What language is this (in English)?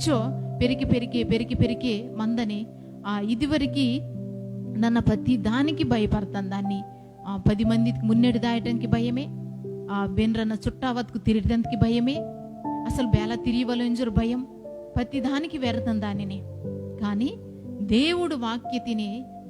Koya